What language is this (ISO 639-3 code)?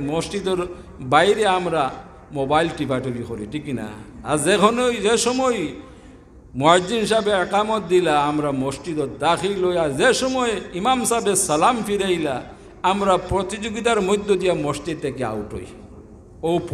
syl